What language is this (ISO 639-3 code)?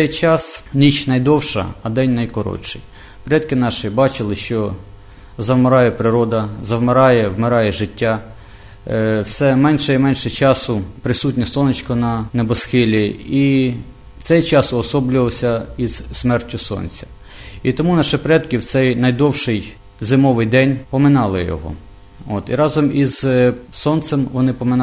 ukr